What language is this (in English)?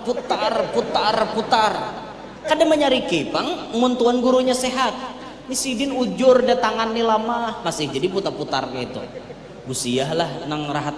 Banjar